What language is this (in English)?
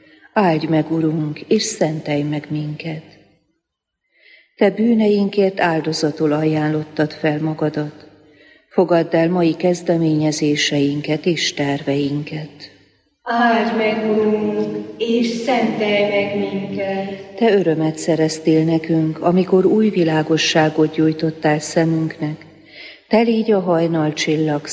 Hungarian